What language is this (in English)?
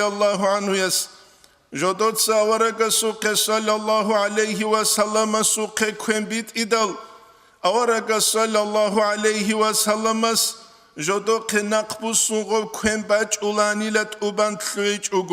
Avaric